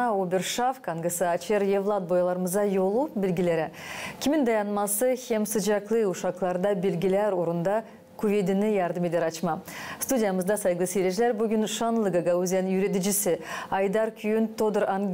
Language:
Gagauz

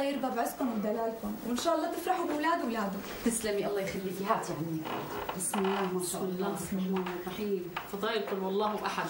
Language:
North Levantine Arabic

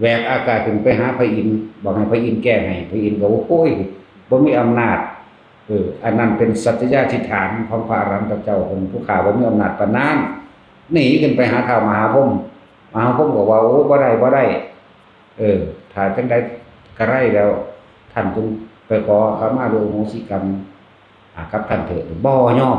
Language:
Northeastern Thai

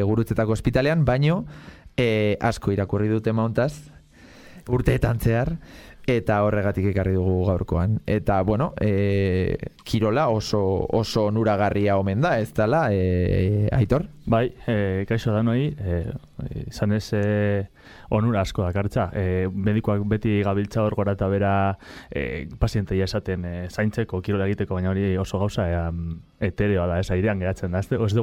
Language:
Basque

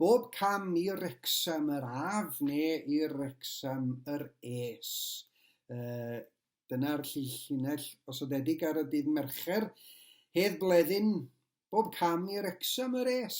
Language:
Welsh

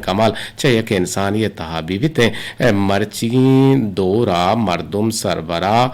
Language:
Eastern Balochi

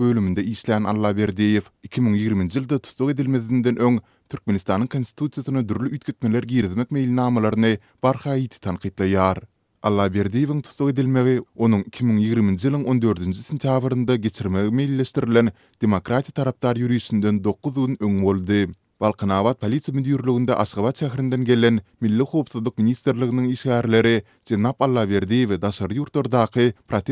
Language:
Turkmen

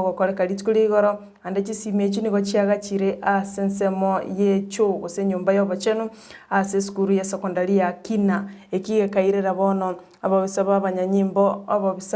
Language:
Gusii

